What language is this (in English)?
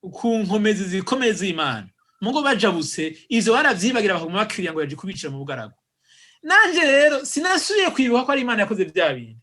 Rundi